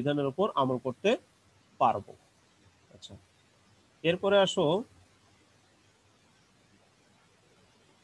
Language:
Bangla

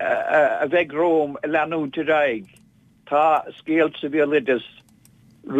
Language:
Irish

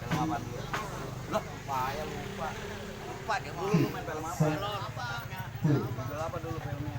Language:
Betawi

